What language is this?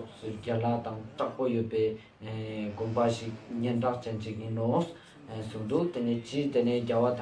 Ladakhi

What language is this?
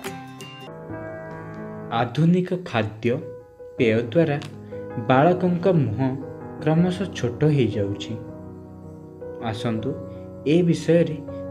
Odia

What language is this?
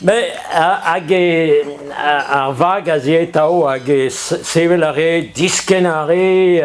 Breton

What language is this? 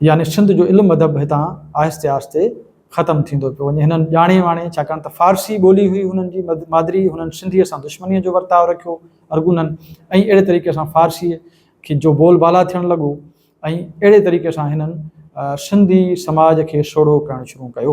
Sindhi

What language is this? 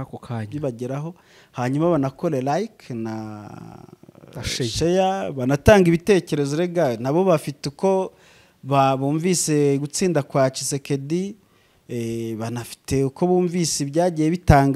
Kinyarwanda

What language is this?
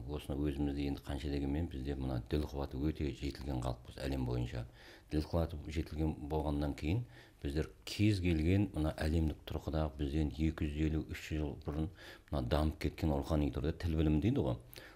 Kazakh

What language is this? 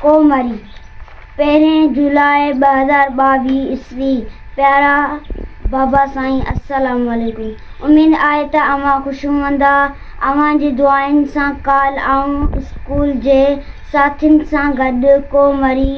Sindhi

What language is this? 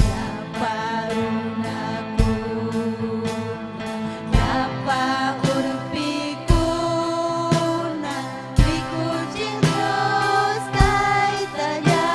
Ayacucho Quechua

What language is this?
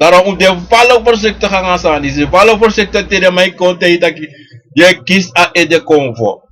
Sranan Tongo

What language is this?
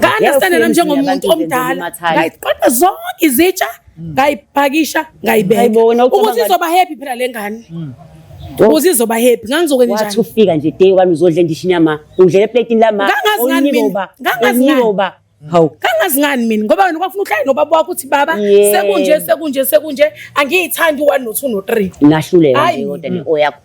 Zulu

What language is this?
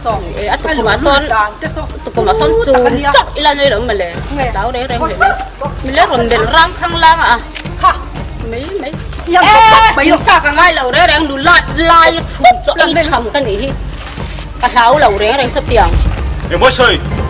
Mizo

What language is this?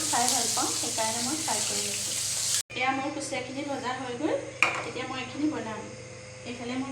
Assamese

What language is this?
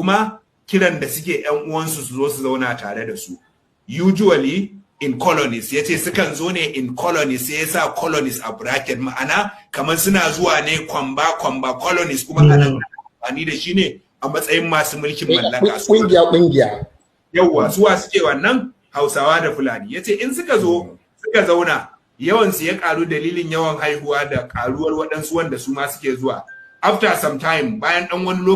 Hausa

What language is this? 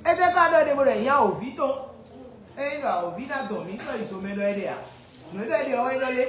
Fon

